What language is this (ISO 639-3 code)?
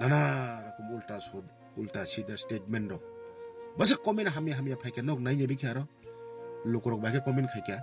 trp